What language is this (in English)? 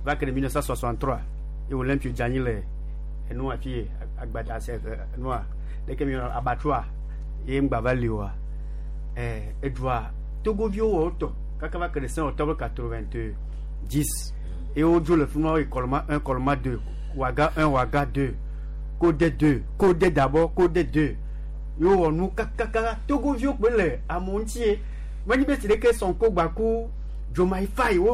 Gen